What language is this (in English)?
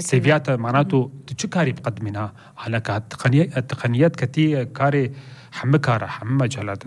North Levantine Arabic